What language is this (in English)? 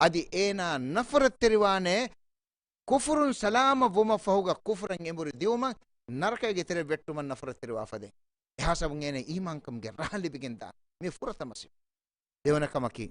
Divehi